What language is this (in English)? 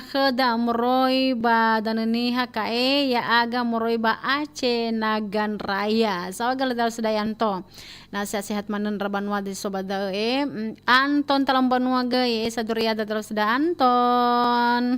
Nias